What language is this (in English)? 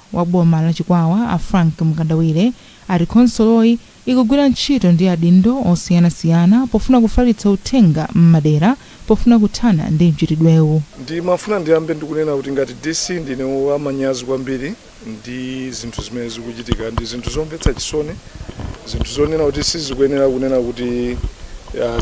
Nyanja